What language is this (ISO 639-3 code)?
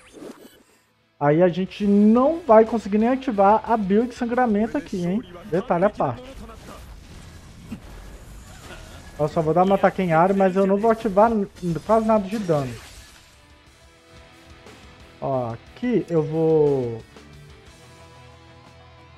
por